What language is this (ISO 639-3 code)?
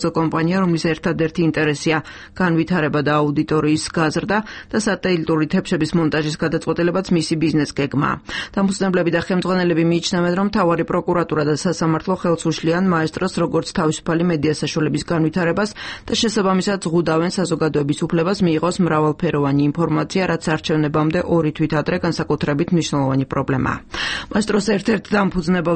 kat